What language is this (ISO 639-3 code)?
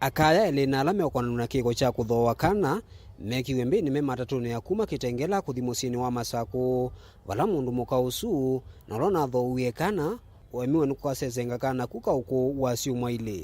kam